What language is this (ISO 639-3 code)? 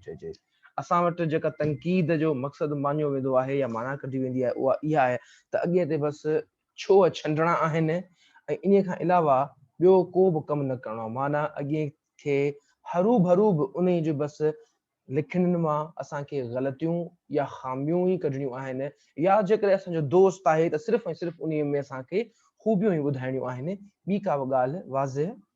snd